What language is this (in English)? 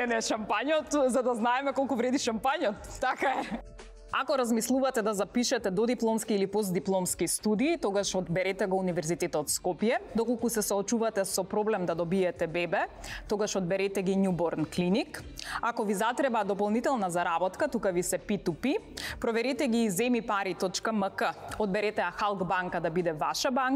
Macedonian